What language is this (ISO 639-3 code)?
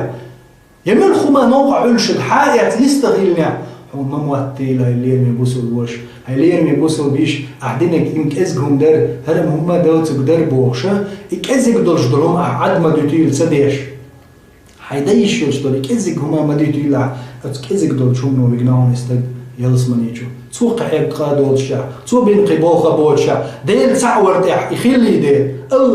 che